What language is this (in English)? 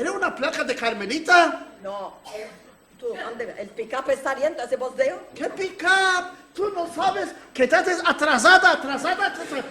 Ladino